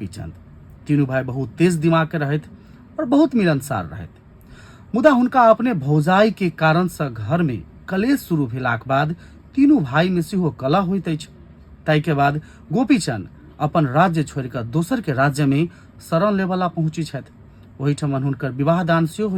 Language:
Maithili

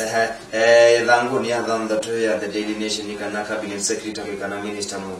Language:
Swahili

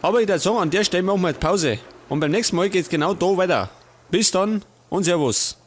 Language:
Bavarian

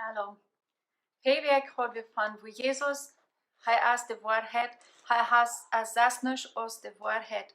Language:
Plautdietsch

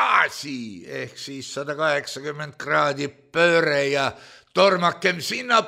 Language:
Estonian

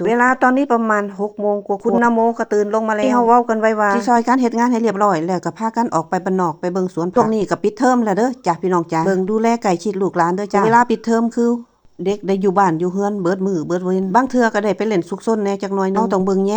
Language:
Lao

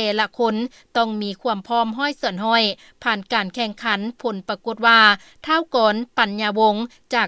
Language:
Lao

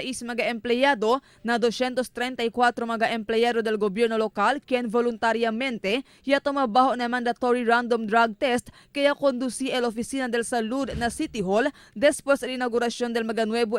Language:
Chavacano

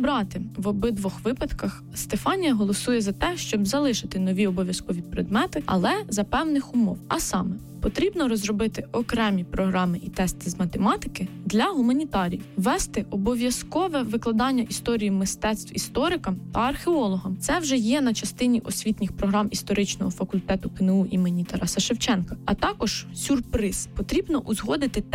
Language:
Ukrainian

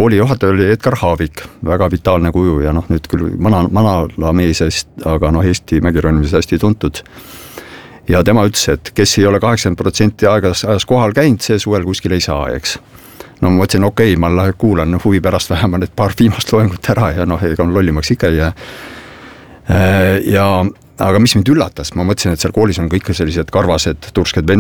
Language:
Estonian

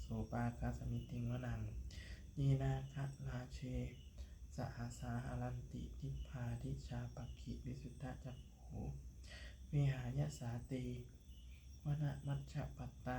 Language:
Pali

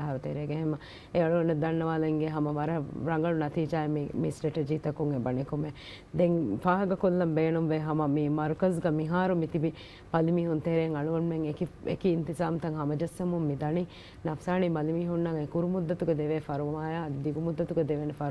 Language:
Divehi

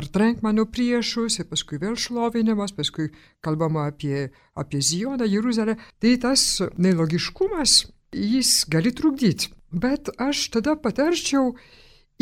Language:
Lithuanian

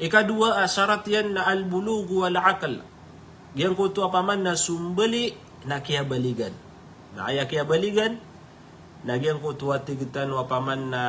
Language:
Maranao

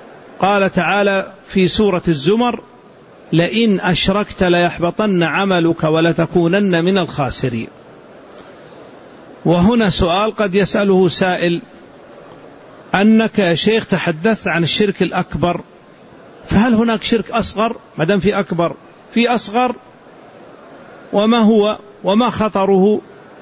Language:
Arabic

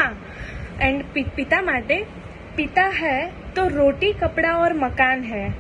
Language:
Gujarati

